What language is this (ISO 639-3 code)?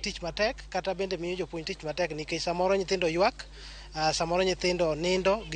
luo